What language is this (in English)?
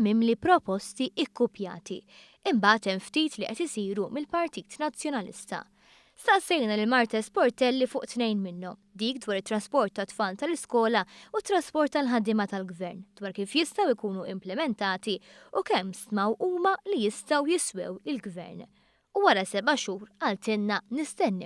Maltese